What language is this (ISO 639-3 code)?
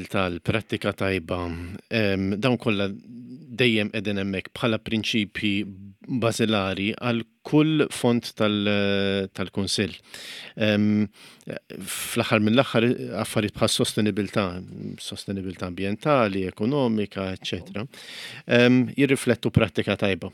mlt